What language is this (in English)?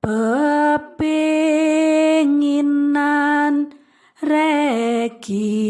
Javanese